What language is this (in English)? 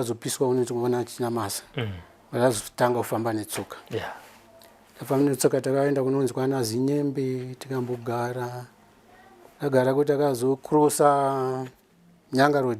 Shona